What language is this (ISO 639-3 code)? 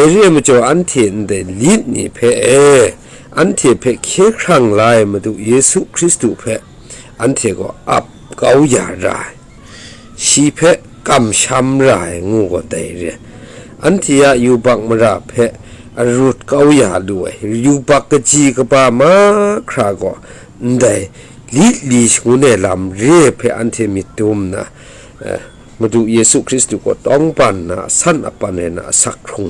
kac